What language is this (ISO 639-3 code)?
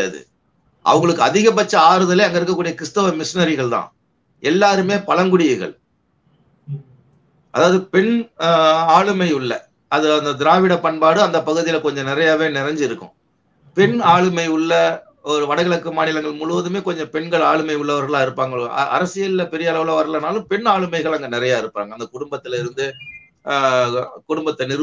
tam